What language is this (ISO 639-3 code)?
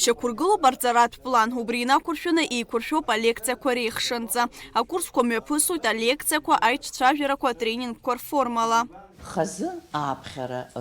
abk